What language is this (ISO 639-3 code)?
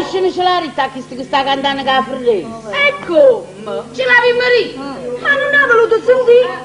nap